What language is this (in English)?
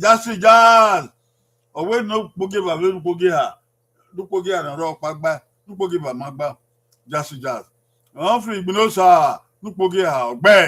Bini